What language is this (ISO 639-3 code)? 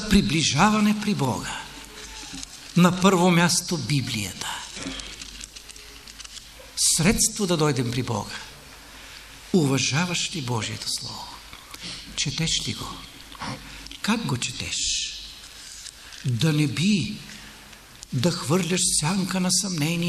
bul